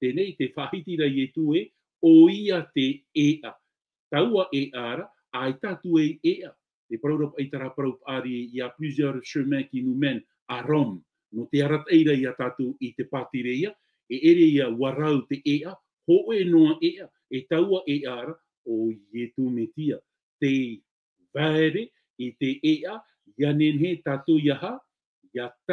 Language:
Tahitian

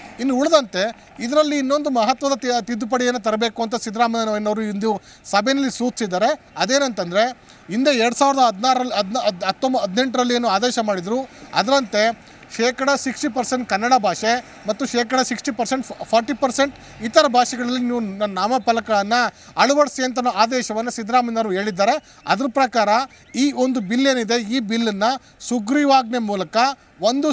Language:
Kannada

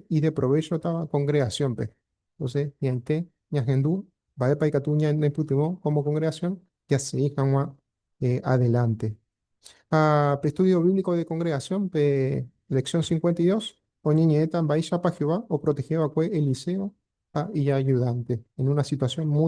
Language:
Guarani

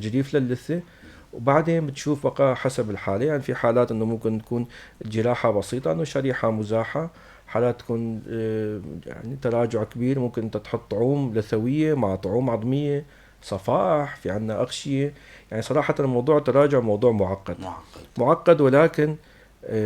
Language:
North Levantine Arabic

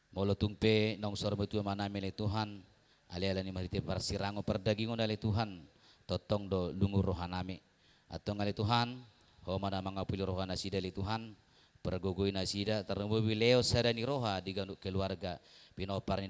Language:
Batak Toba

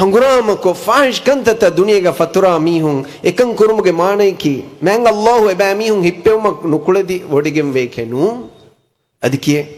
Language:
Divehi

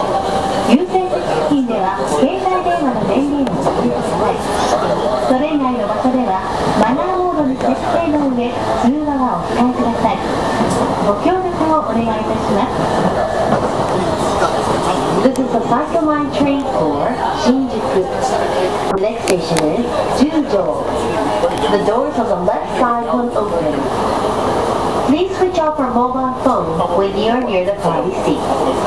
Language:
Japanese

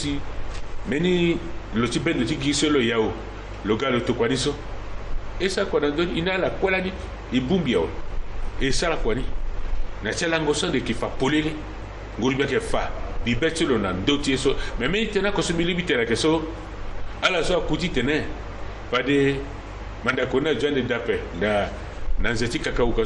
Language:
Sango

